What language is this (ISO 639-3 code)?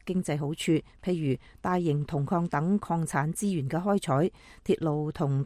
yue